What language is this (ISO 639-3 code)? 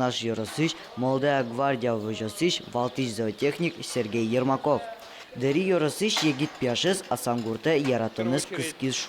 udm